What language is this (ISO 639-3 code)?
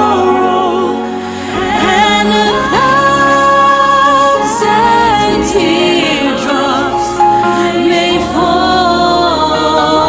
gil